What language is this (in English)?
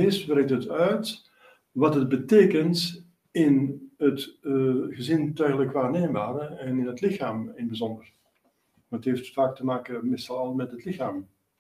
Dutch